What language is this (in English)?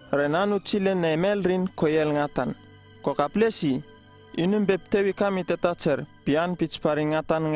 Uripiv-Wala-Rano-Atchin